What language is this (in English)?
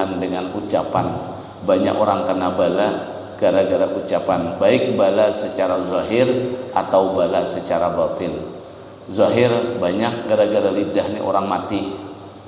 Banjar